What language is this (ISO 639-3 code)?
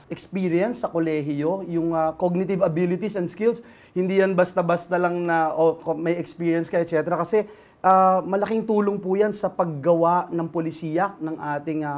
fil